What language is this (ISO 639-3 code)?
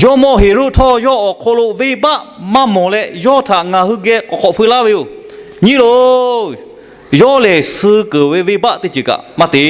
lhu